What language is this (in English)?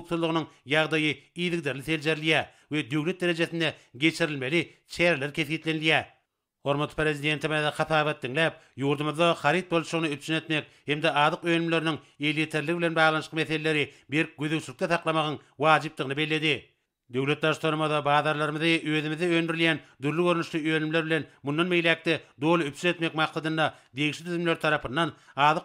Turkmen